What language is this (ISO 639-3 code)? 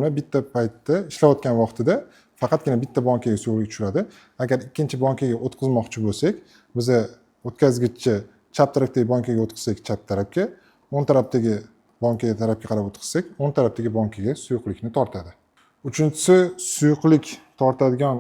uzb